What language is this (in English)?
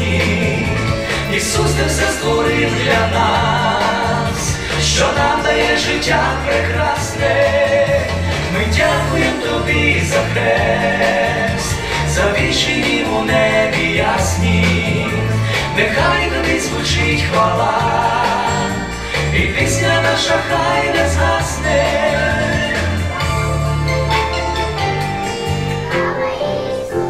Ukrainian